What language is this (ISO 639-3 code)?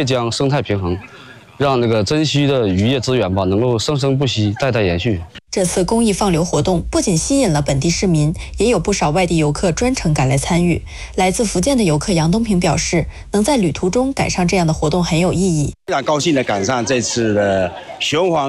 zho